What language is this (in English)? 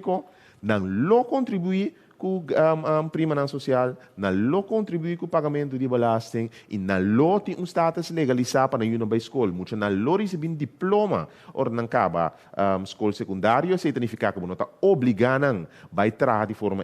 Papiamento